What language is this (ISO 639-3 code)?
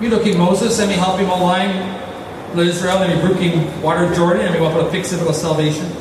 tpi